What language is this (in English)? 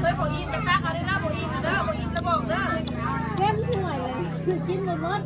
Northeastern Thai